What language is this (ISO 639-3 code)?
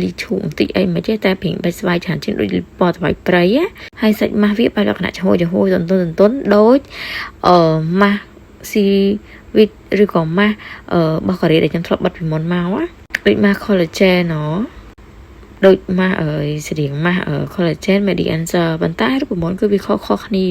khm